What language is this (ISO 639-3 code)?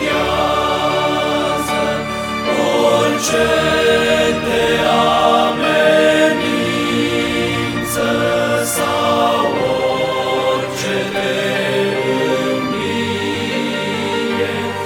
ron